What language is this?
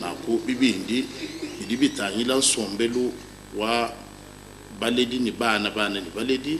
Luba-Lulua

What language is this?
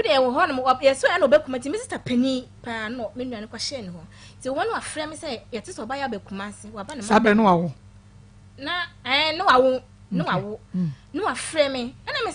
Akan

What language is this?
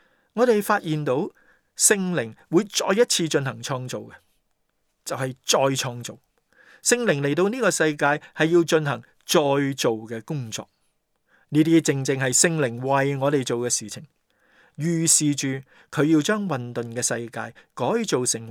Cantonese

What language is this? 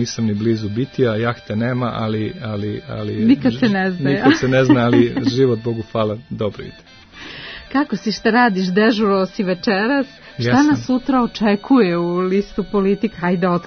Serbian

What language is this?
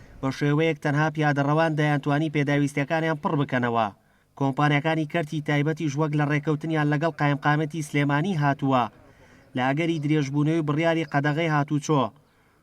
Central Kurdish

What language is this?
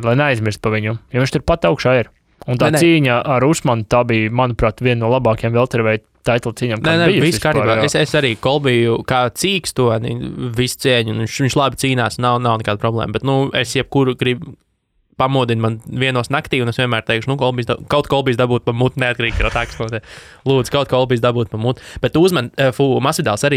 Latvian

